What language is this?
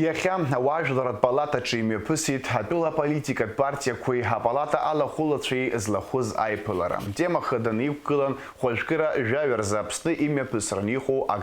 Abkhazian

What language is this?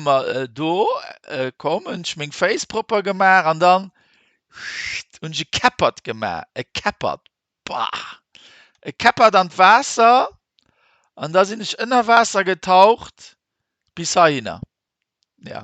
Luxembourgish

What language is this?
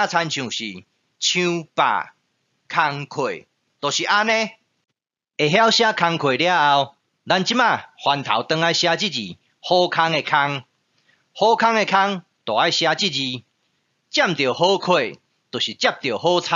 Min Nan Chinese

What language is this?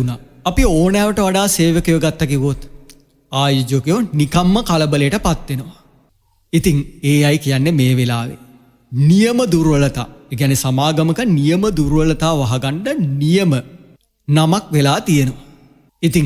Sinhala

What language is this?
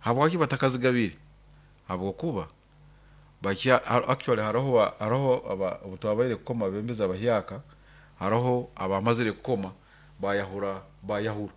Nyoro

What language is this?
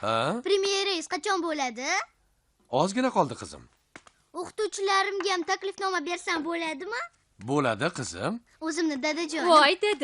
Uzbek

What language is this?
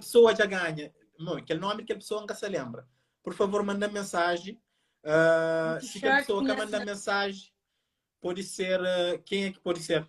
Kabuverdianu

